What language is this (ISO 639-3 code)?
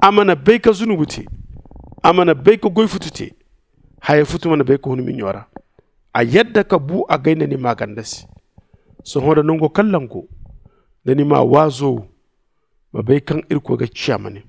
dje